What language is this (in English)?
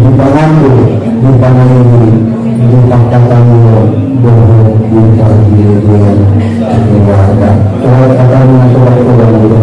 Batak Angkola